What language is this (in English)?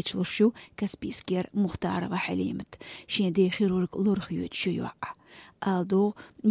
Chechen